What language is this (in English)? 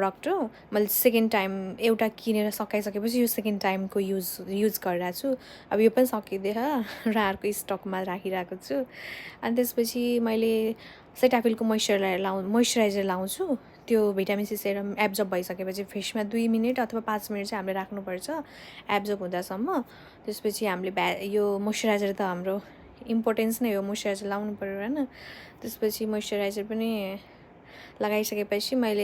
Nepali